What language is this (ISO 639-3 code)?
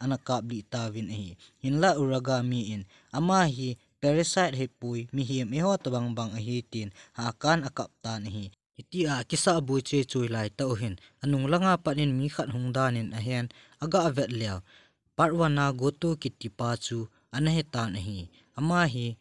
tcz